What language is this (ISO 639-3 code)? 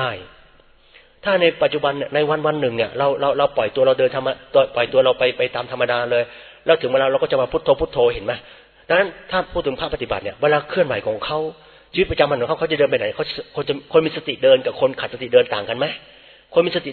tha